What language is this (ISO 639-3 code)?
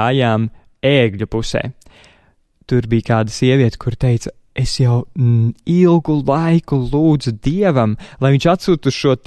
lav